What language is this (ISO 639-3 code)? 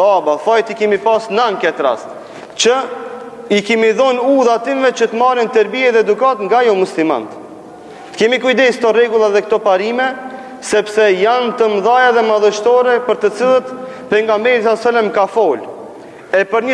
sqi